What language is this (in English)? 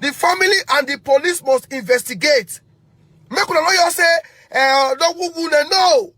Nigerian Pidgin